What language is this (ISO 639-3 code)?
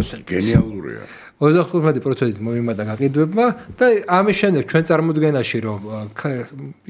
kat